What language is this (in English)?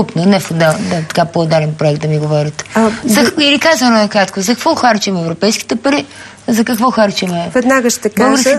Bulgarian